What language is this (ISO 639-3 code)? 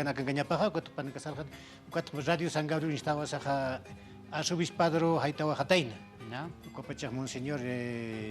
aym